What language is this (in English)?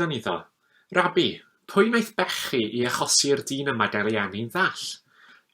Welsh